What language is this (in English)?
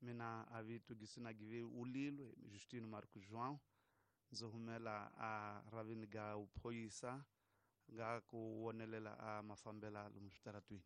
Tsonga